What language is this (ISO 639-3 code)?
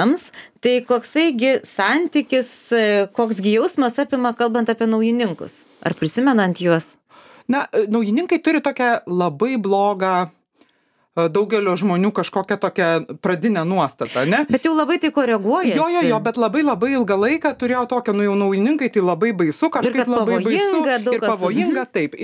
lit